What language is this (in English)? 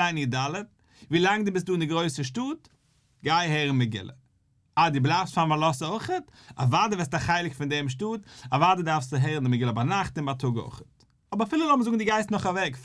Yiddish